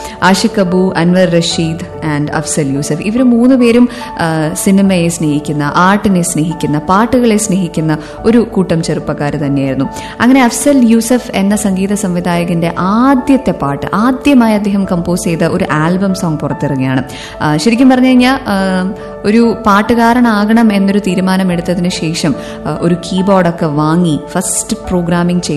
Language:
Malayalam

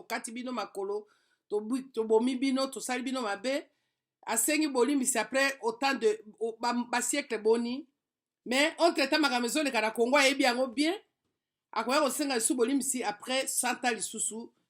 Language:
Lingala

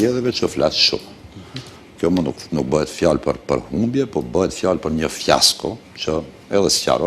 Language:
Albanian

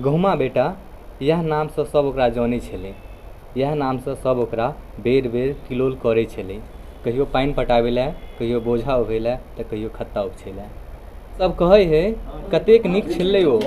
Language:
Maithili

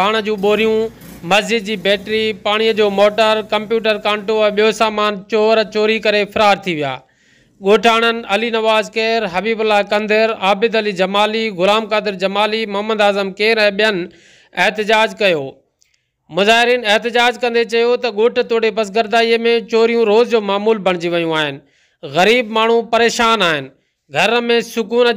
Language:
Sindhi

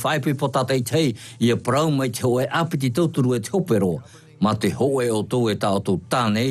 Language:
Tahitian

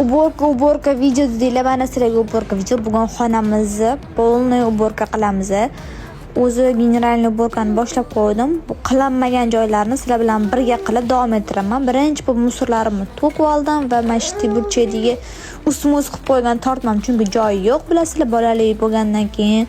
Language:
Uzbek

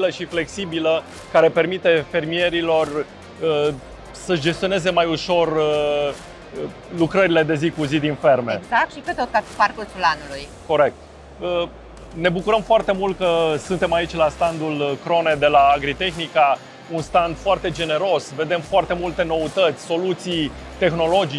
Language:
Romanian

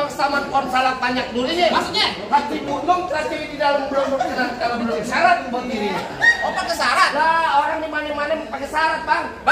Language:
Betawi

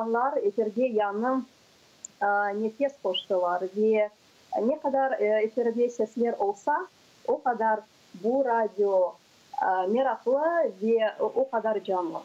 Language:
Crimean Tatar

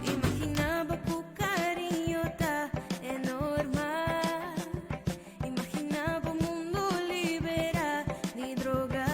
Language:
Papiamento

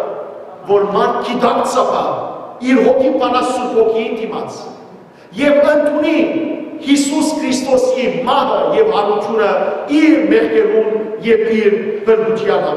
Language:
Western Armenian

